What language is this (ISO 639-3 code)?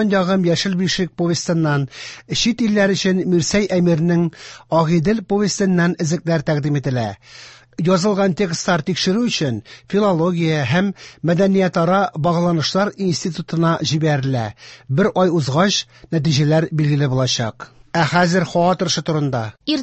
tat